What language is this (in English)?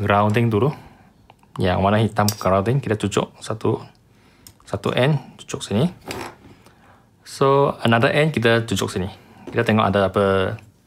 Malay